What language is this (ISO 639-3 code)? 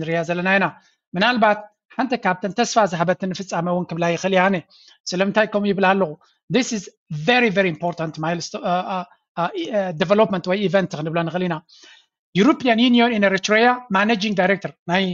tir